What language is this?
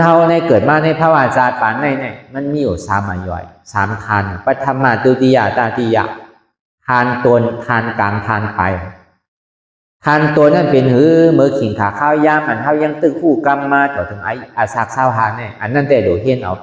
Shan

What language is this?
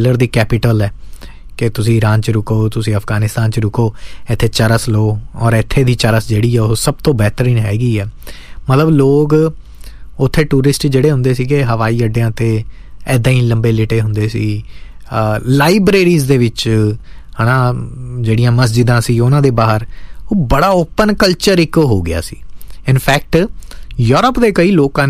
Punjabi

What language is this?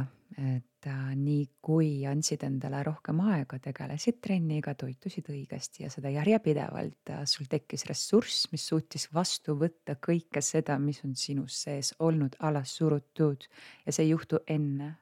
Estonian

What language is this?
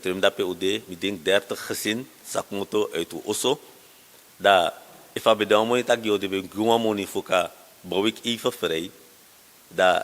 Sranan Tongo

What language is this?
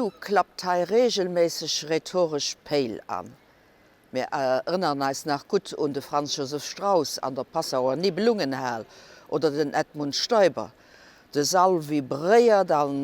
Luxembourgish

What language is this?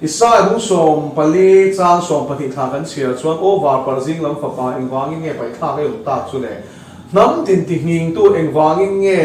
Mizo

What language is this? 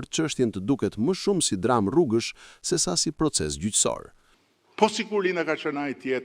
Albanian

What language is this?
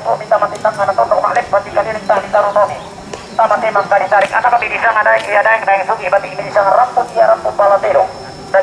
Toraja-Sa'dan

